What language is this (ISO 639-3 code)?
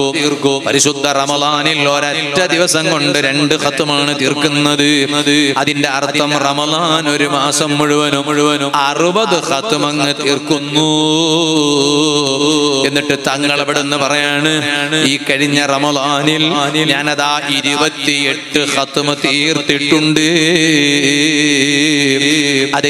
mal